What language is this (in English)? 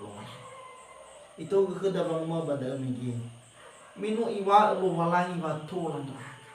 Nias